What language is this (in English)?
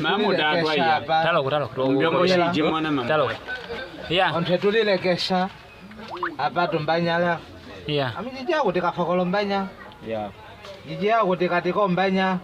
Nyaneka